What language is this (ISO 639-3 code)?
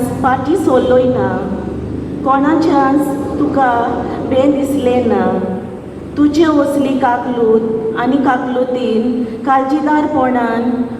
kok